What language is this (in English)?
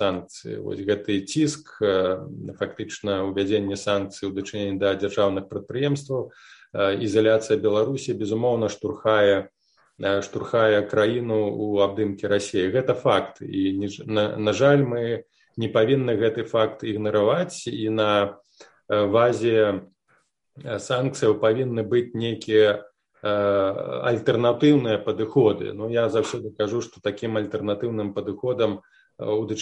Belarusian